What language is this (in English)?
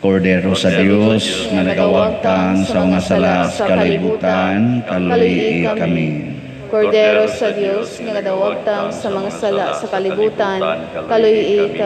Cebuano